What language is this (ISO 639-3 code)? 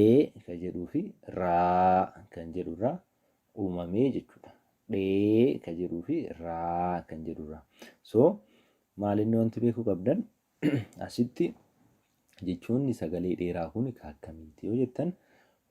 orm